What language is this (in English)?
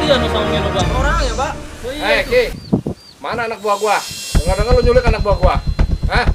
Betawi